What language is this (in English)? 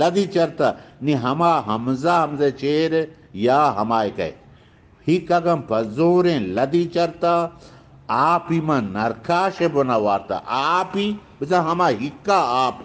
Eastern Balochi